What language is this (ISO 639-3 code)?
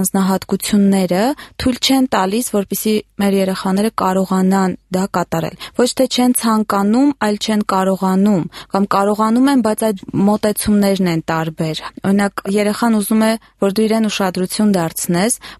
hye